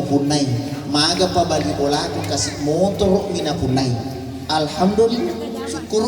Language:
Buginese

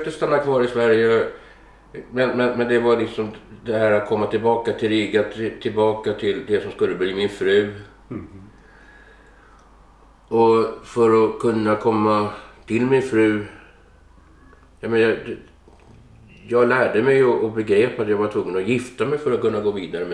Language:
Swedish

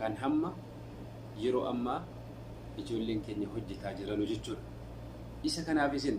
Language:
Oromo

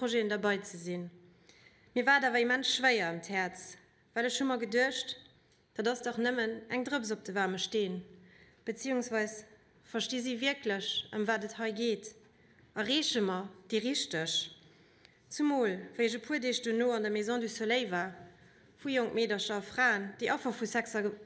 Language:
Luxembourgish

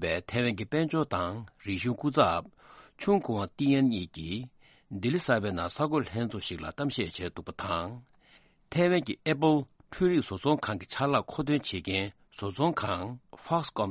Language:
Tibetan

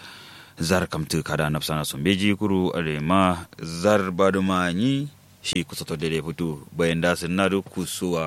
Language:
Kanuri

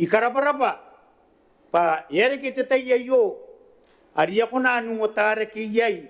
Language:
Gilbertese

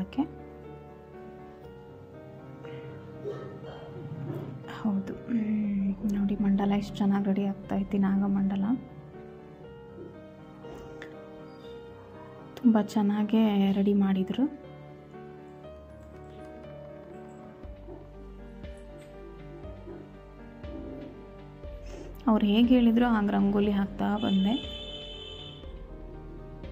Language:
Kannada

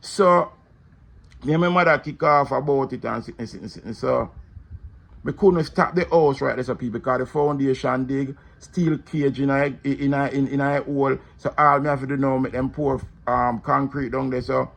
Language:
Jamaican Creole English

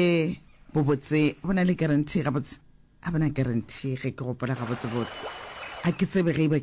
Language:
Northern Sotho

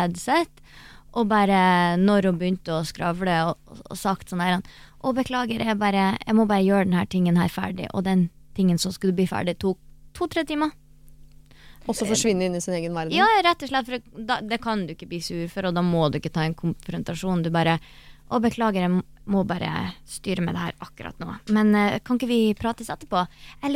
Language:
Norwegian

